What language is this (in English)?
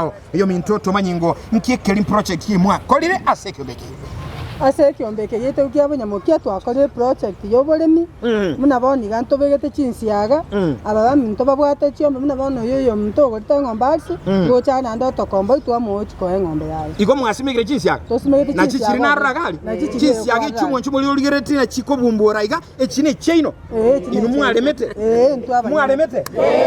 Gusii